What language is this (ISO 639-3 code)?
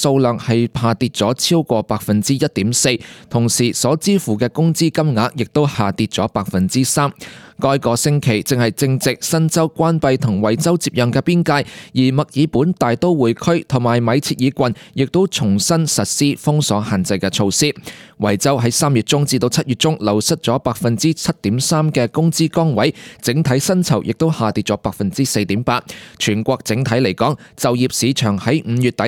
yue